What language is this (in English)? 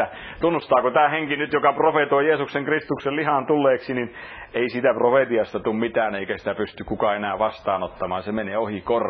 Finnish